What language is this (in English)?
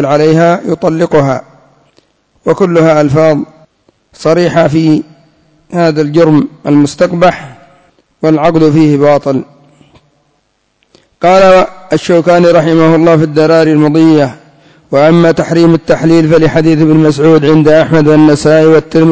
Arabic